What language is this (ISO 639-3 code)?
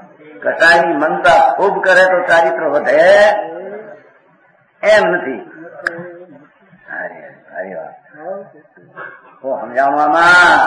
guj